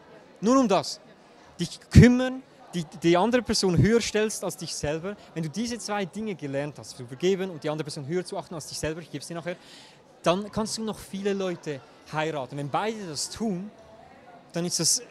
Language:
Swiss German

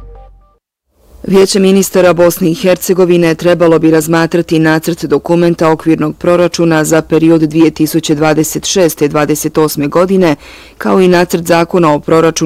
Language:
Bosnian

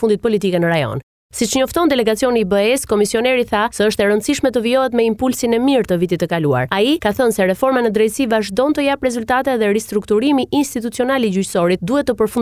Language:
Albanian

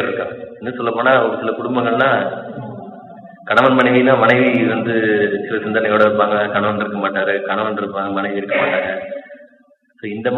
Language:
Tamil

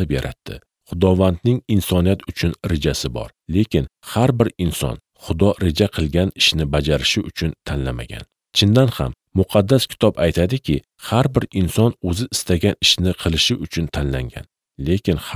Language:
Uzbek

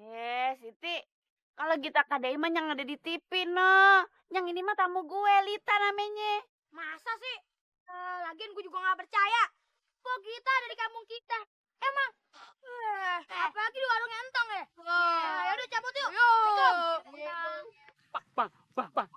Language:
Betawi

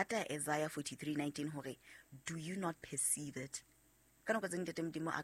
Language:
Southern Sotho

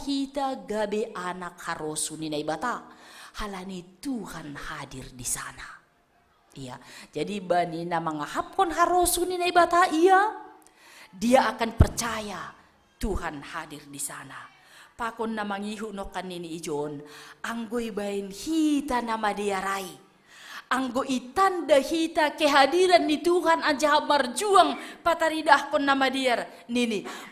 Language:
Batak Simalungun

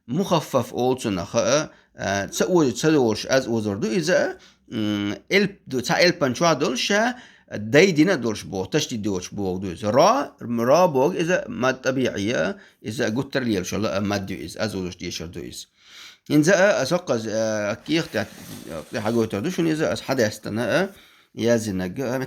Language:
Chechen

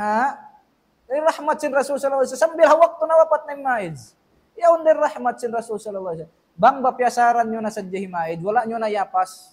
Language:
Tausug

